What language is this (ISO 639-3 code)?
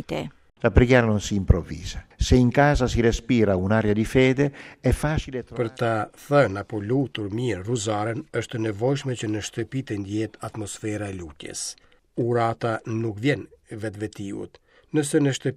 sqi